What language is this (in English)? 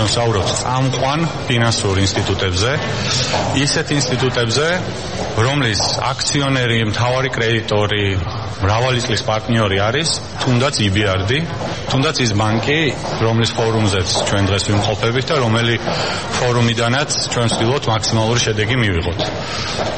Georgian